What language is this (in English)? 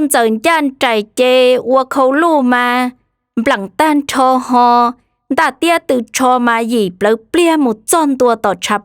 Hmong